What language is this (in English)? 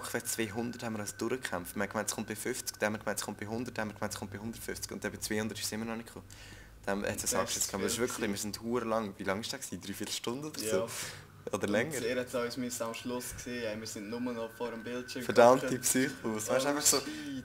Swiss German